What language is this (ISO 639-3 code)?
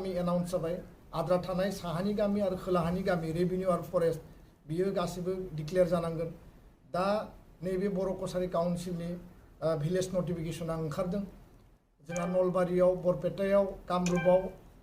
brx